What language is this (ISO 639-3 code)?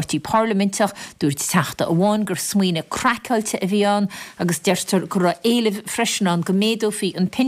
gle